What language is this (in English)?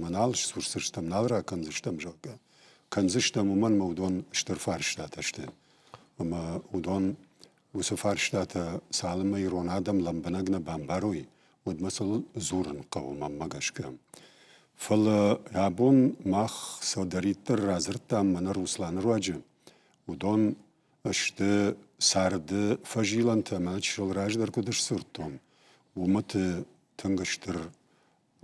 Ossetic